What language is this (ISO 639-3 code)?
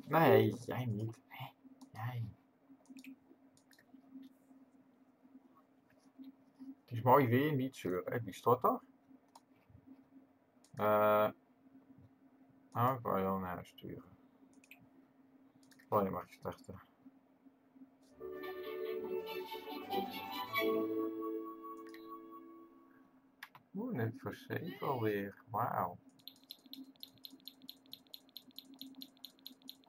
nld